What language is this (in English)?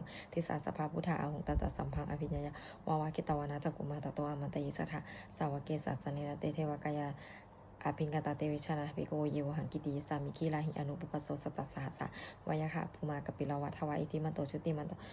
Pali